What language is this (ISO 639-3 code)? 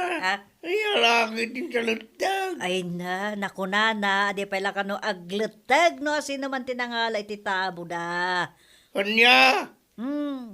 ilo